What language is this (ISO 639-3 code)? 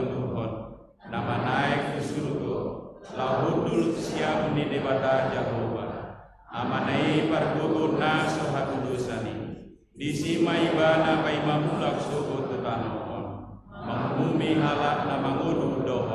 bbc